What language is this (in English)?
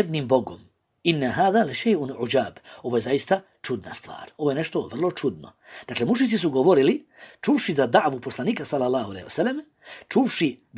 Bosnian